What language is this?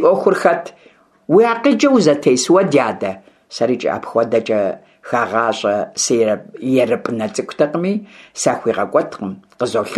Kabardian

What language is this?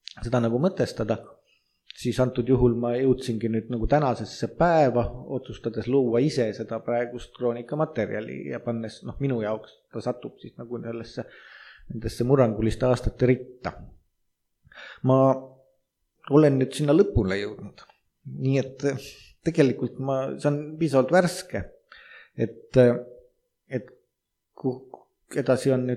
Estonian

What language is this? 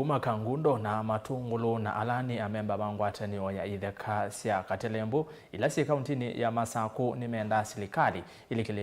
Kamba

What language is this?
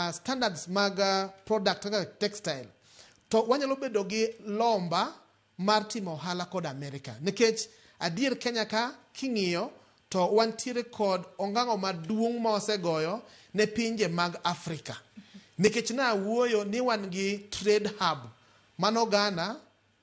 Luo (Kenya and Tanzania)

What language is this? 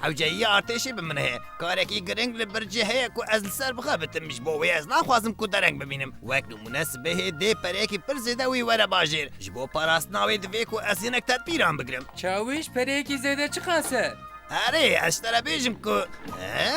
Kurdish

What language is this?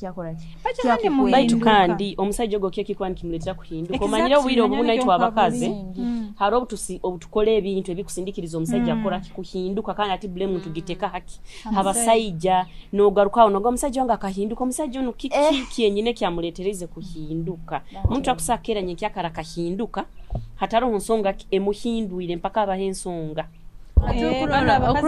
Nyoro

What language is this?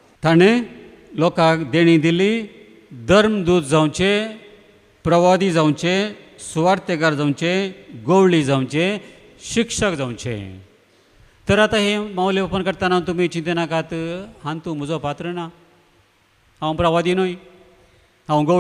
Konkani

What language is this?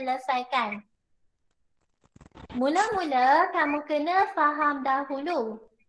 Malay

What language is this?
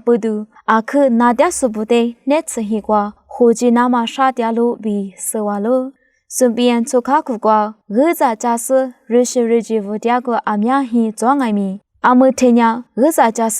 Lisu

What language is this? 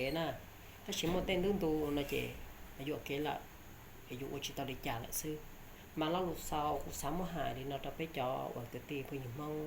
Hmong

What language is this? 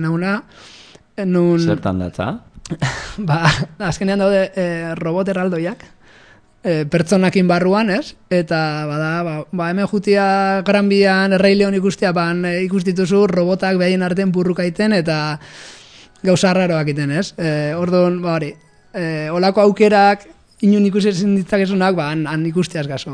Basque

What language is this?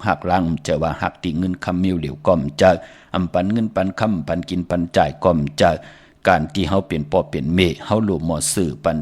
Shan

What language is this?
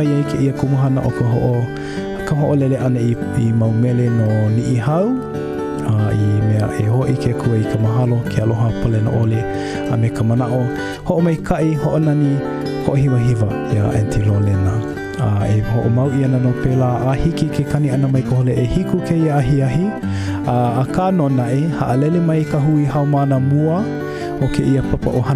Hawaiian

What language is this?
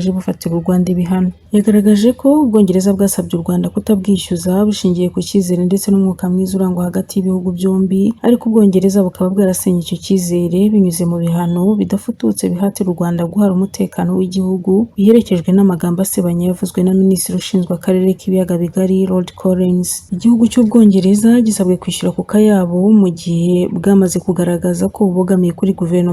Kinyarwanda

